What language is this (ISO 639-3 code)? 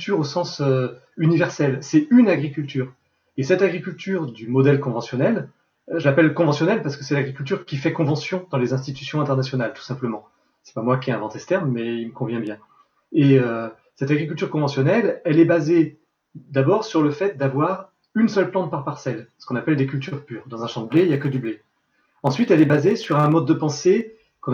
fra